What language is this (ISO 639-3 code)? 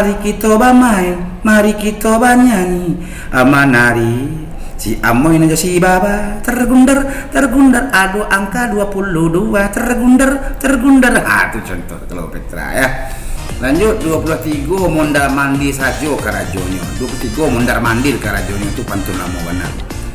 min